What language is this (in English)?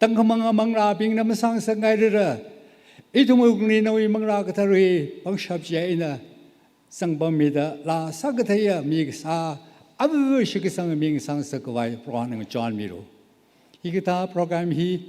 Tangkhul Naga (India)